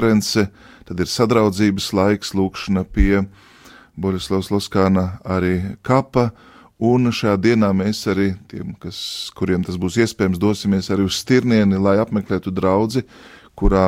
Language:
Latvian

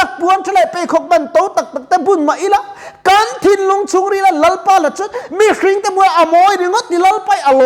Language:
Mizo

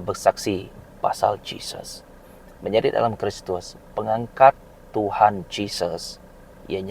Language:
Iban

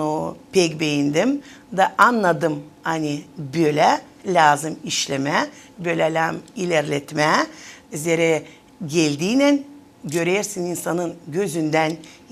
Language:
Gagauz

